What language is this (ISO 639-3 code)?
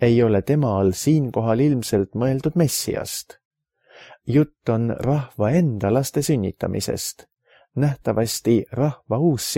est